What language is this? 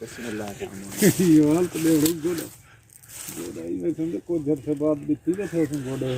Saraiki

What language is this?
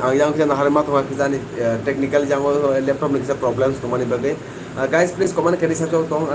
Kok Borok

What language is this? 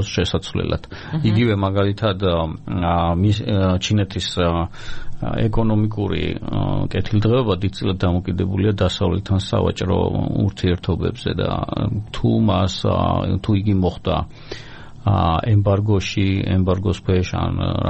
Georgian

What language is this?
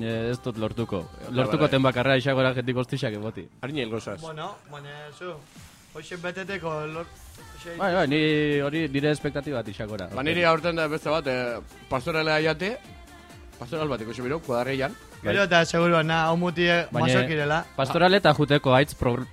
Basque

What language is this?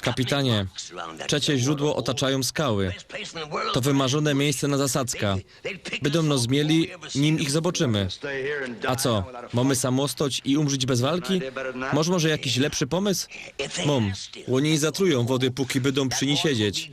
Silesian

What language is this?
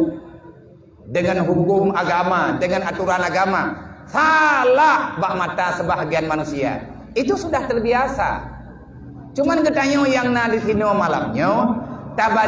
Achinese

